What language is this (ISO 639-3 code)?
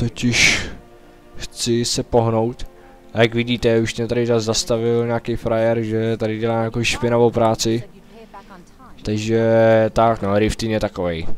ces